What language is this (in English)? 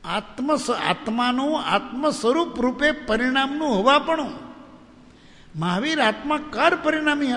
Gujarati